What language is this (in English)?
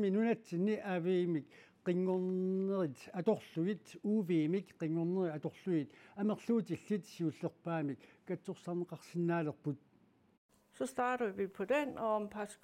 Kalaallisut